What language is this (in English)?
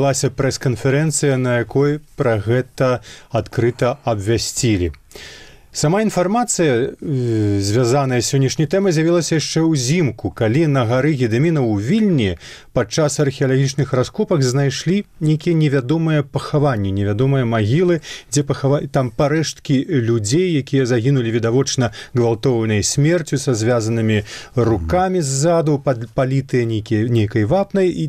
Belarusian